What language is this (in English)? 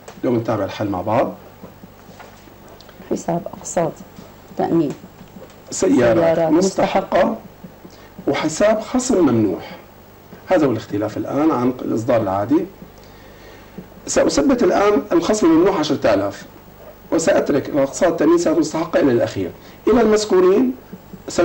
Arabic